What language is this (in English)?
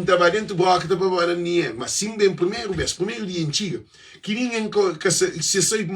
Kabuverdianu